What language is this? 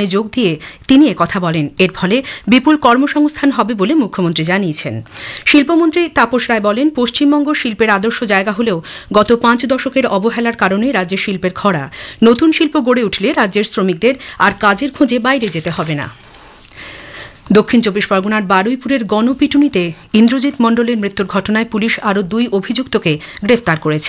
Bangla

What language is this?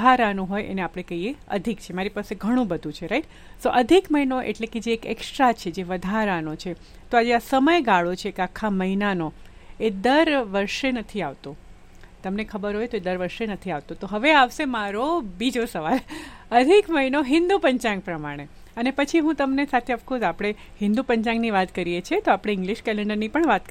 Gujarati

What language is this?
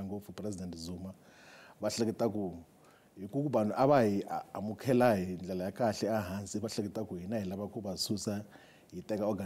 Tsonga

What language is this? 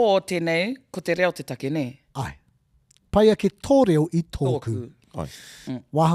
Māori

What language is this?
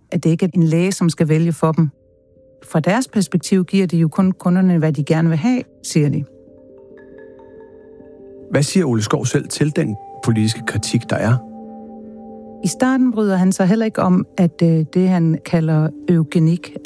Danish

